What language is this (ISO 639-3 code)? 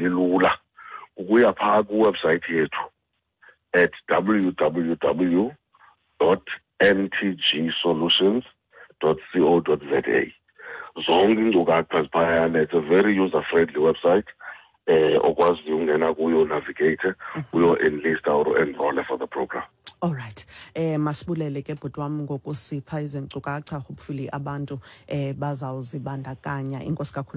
xho